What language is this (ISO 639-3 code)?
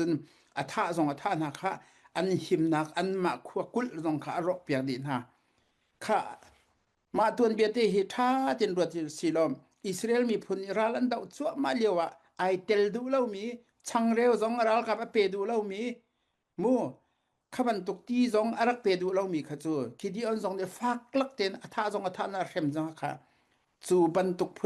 cfm